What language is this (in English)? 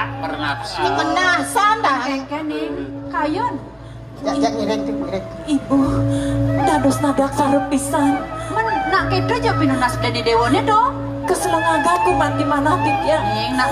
Balinese